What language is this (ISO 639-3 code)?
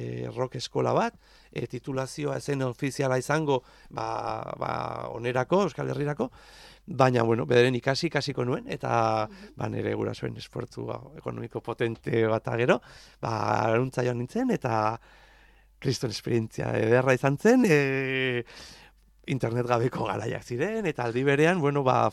eus